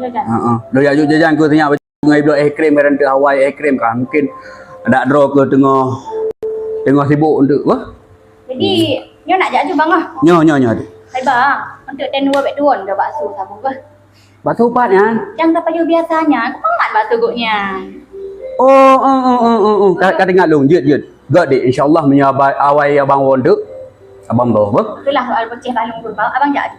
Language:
Achinese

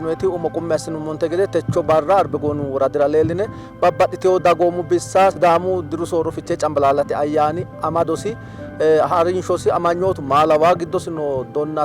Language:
Sidamo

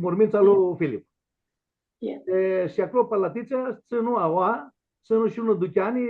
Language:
Aromanian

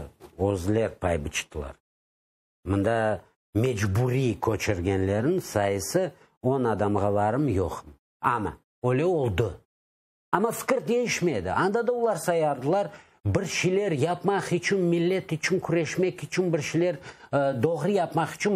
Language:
Crimean Tatar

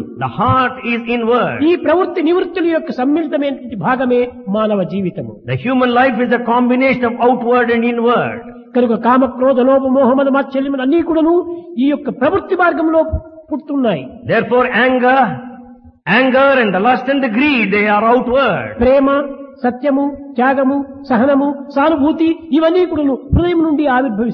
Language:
Telugu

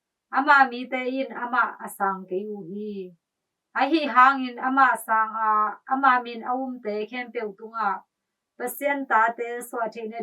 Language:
Tedim Chin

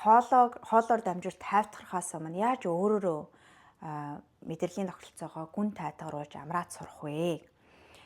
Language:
Mongolian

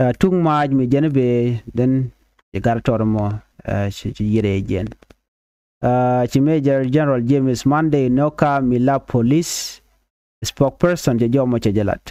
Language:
Nuer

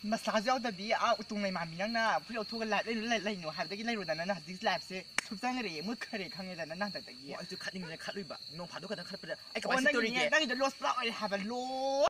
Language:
Manipuri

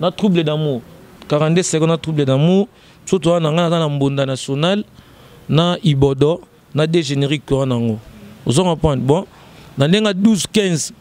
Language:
Lingala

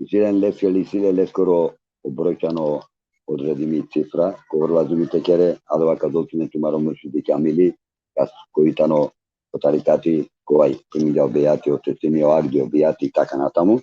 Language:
Balkan Romani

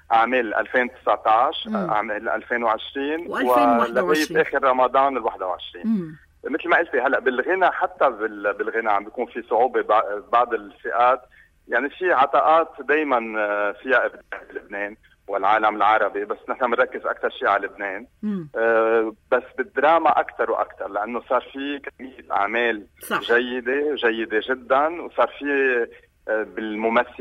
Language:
North Levantine Arabic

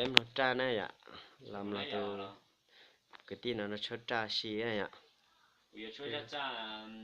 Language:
Hmong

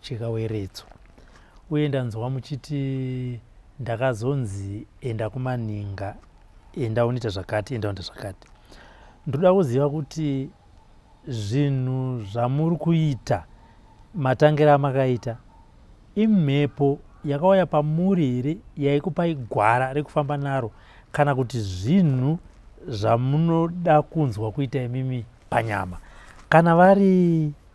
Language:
Shona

